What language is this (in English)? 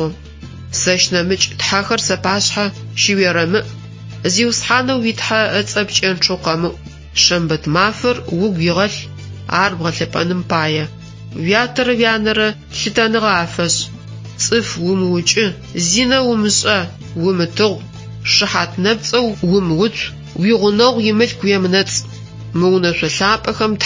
Adyghe